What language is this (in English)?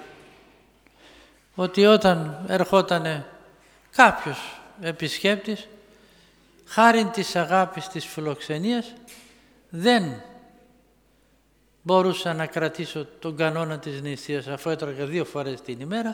Greek